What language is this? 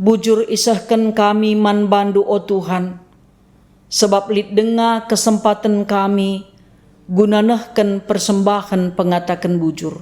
Batak Karo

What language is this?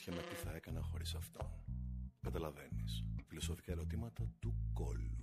Greek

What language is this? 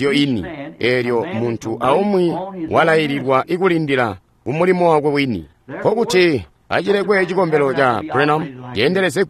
Tonga (Zambia)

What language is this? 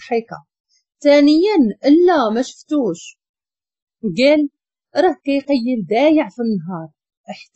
Moroccan Arabic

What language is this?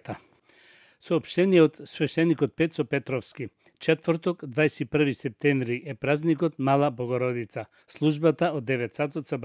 Macedonian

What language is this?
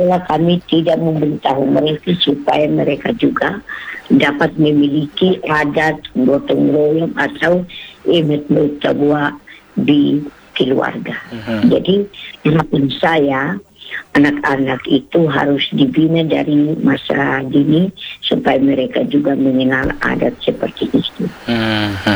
Indonesian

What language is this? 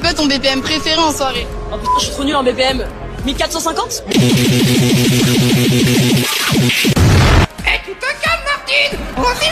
French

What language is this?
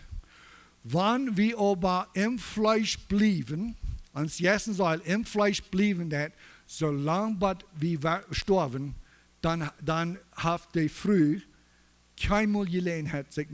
Plautdietsch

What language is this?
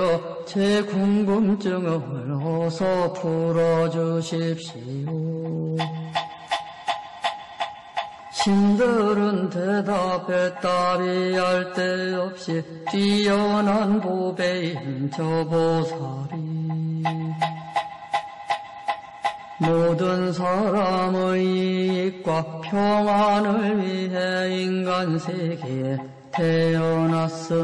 Korean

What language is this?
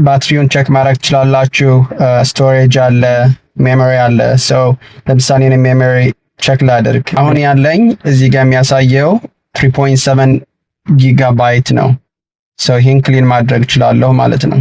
Amharic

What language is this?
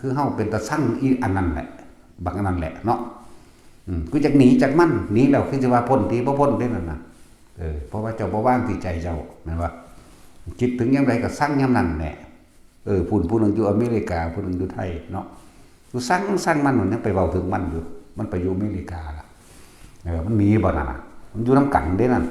Northeastern Thai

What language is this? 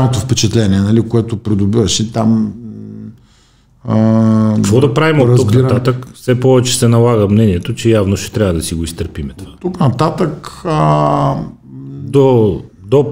Bulgarian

